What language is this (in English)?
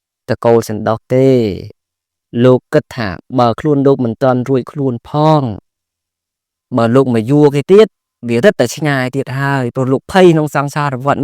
Khmer